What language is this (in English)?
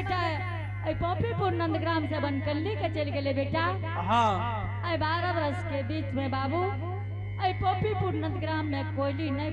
Angika